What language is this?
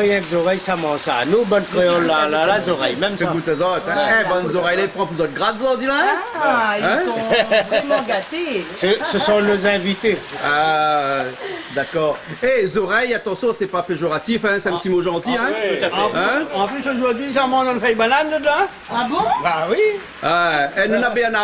Réunion Creole French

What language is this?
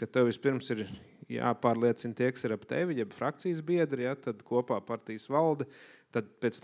Latvian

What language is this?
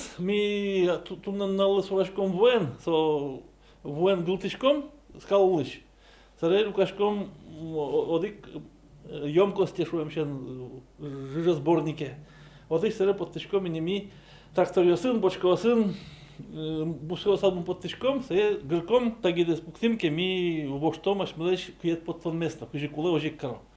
Udmurt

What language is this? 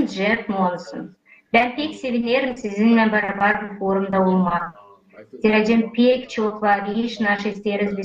Gagauz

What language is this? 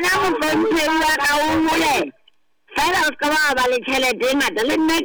Southern Sotho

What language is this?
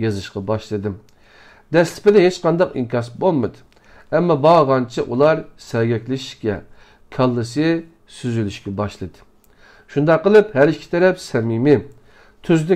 Uyghur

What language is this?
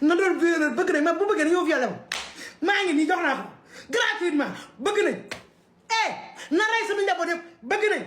Wolof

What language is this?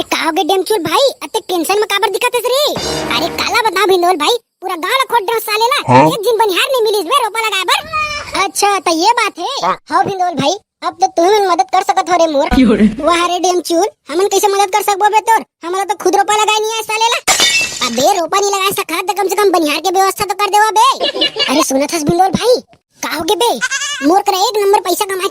Chhattisgarhi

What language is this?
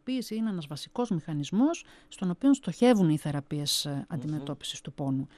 Greek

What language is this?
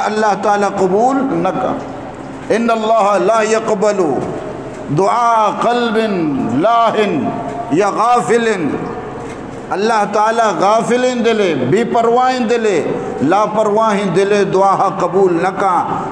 Eastern Balochi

